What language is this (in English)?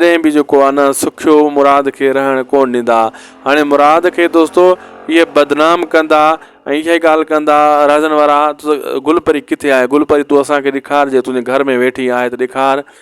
Sindhi